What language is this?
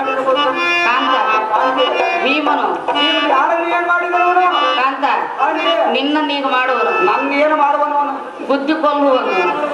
Kannada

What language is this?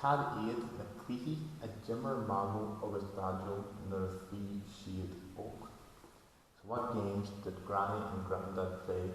Irish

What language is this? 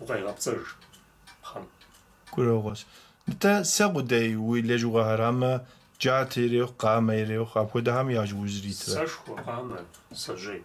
Kabardian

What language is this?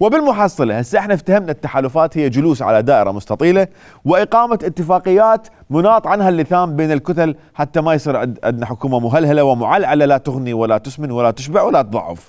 Mesopotamian Arabic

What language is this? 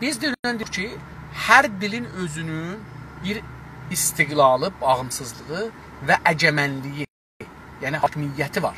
South Azerbaijani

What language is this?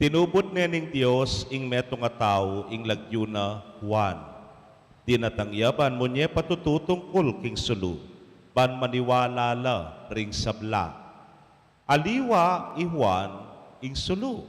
Pampanga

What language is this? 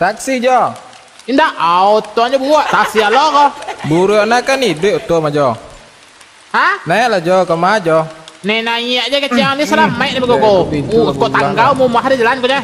Minangkabau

